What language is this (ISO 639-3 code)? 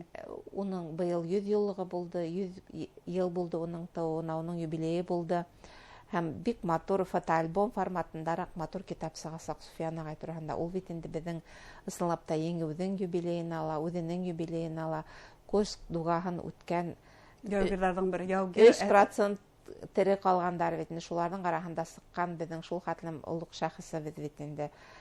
bak